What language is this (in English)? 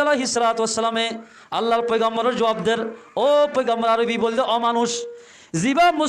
Rohingya